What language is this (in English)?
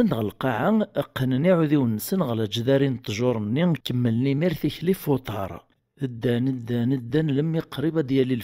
Kabyle